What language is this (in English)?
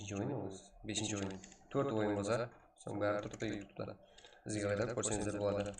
Kara-Kalpak